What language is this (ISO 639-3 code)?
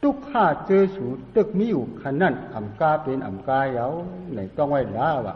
shn